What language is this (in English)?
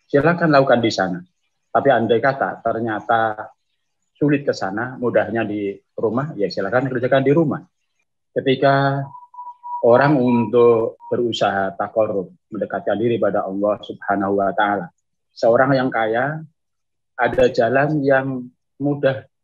Indonesian